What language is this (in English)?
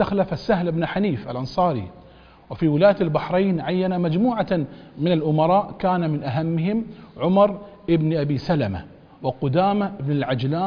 Arabic